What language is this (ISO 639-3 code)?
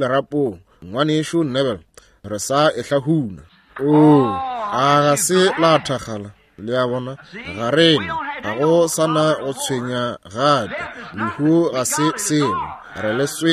nso